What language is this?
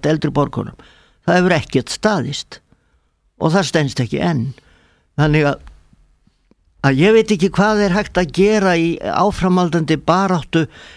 Icelandic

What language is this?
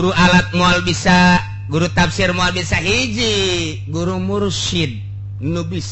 Sundanese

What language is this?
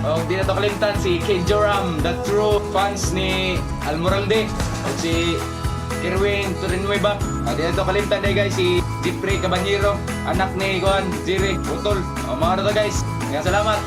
Cebuano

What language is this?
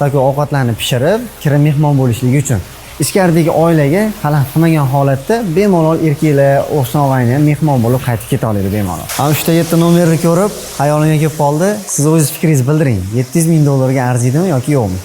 Uzbek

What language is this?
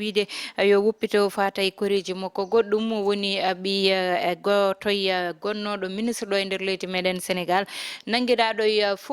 Fula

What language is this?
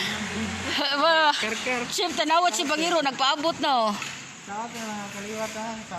Cebuano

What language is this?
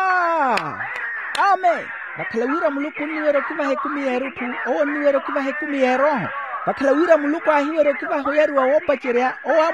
Makhuwa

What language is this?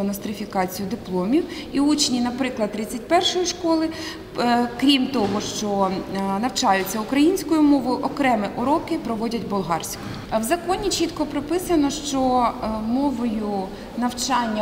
Ukrainian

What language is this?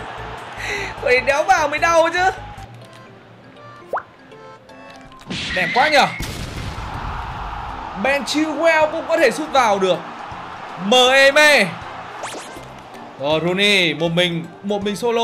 Vietnamese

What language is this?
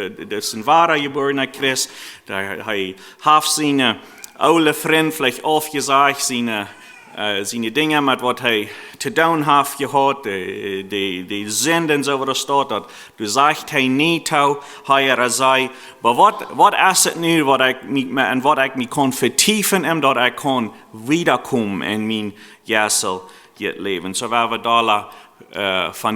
Plautdietsch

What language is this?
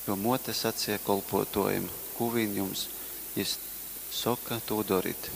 Latgalian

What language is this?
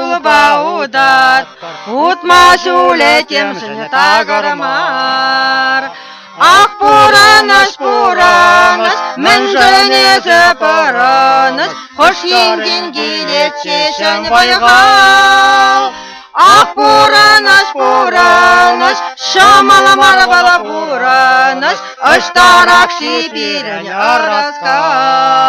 Chuvash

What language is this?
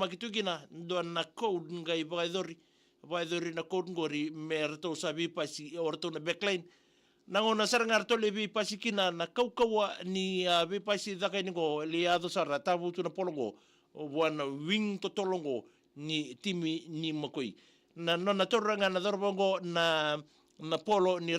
Fijian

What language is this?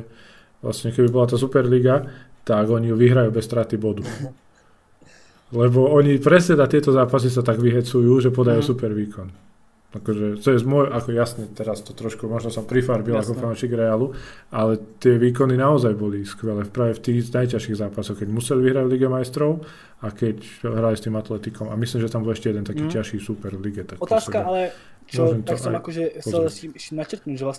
Slovak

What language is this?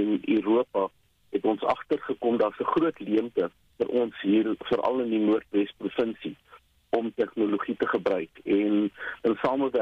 Afrikaans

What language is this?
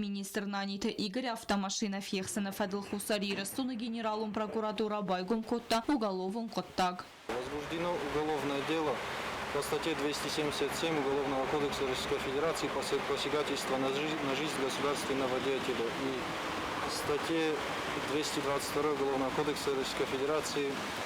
Ossetic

